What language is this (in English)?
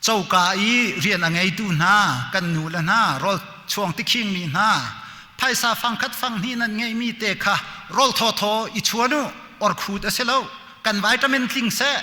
Hakha Chin